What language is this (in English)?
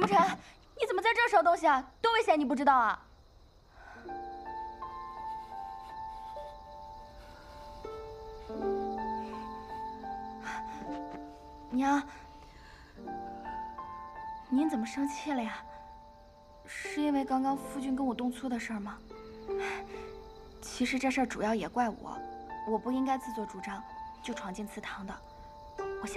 Chinese